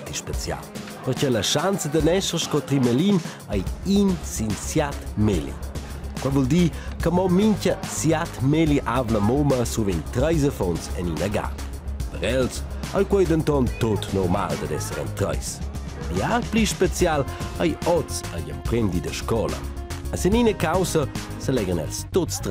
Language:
Romansh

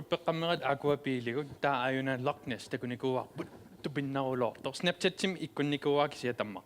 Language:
Kalaallisut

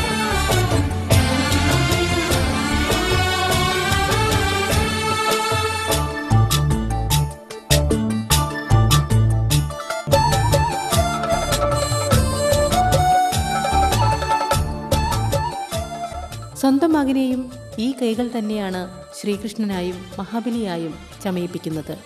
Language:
Malayalam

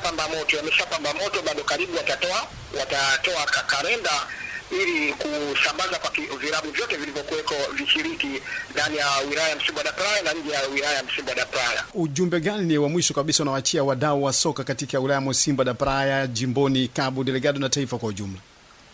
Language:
Swahili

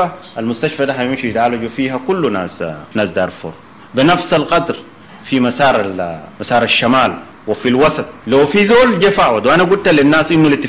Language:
Sudanese Arabic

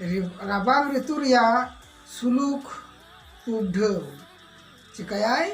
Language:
Santali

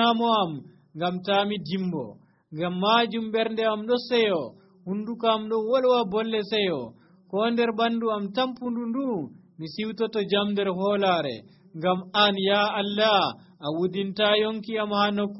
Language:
Nigerian Fulfulde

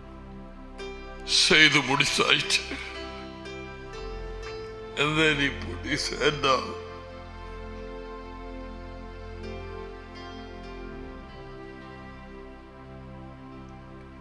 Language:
Tamil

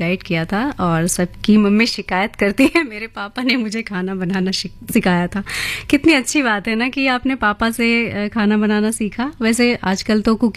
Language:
Hindi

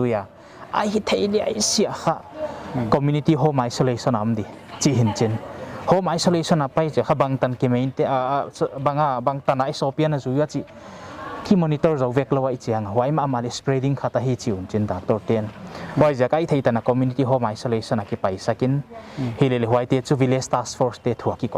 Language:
Paite Chin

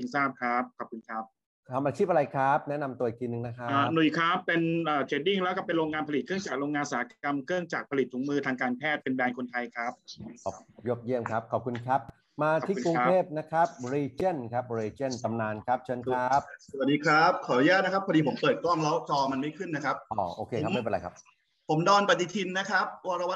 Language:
Thai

